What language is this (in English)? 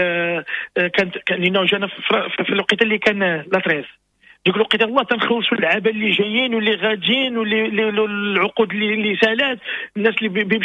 Moroccan Arabic